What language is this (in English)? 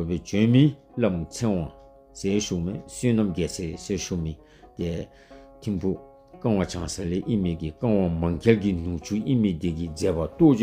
Dzongkha